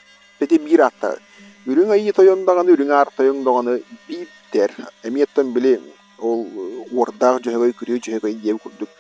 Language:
Yakut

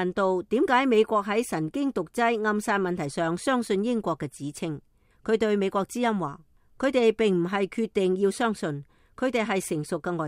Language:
Cantonese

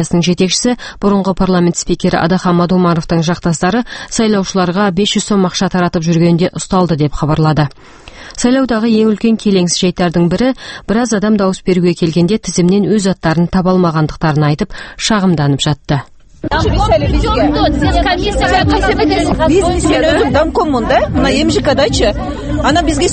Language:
Kazakh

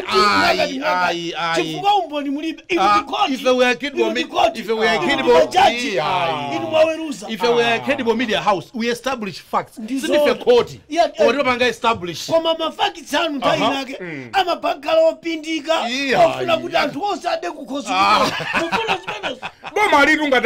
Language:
Nyanja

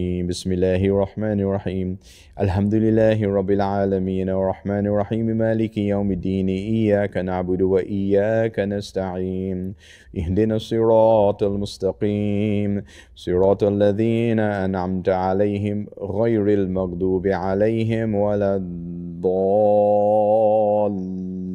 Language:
Arabic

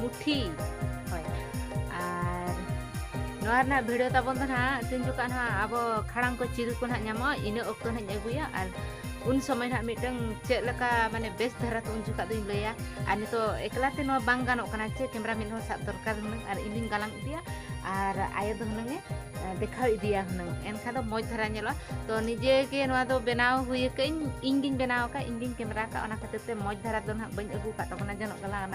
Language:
Santali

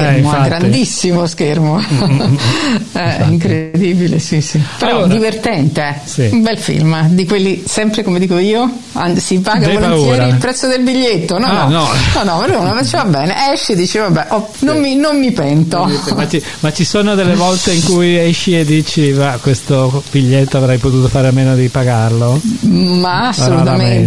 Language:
Italian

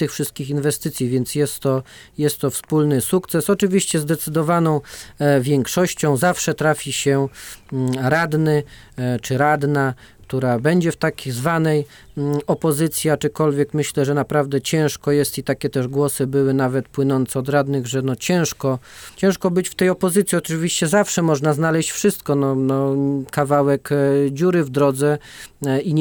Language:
Polish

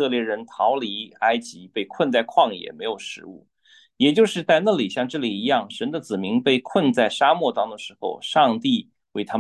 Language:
Chinese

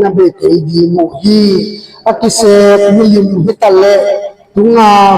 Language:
Tedim Chin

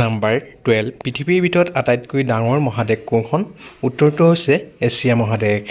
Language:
Assamese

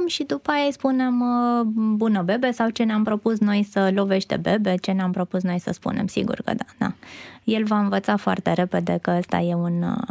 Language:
Romanian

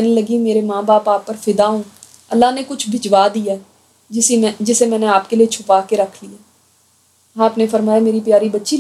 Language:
Urdu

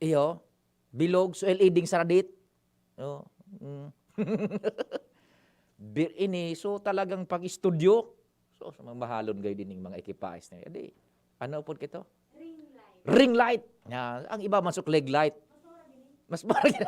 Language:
Bikol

